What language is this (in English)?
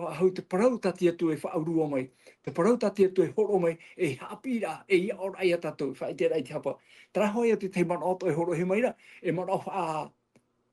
Tahitian